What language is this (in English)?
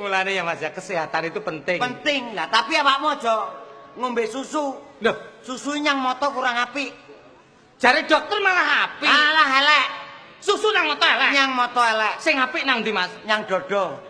Javanese